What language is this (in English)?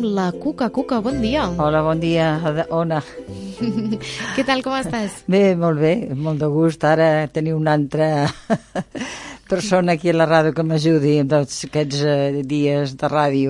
Catalan